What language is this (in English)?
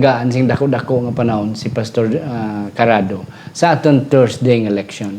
Hiligaynon